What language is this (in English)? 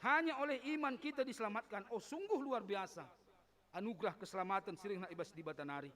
Batak Karo